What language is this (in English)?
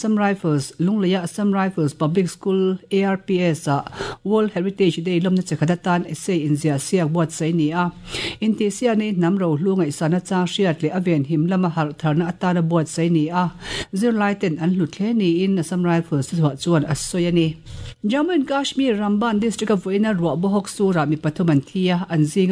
Mizo